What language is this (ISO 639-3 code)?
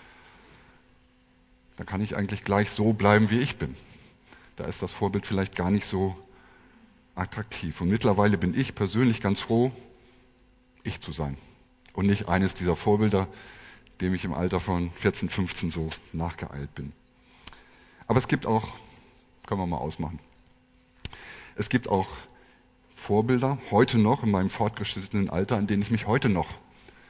deu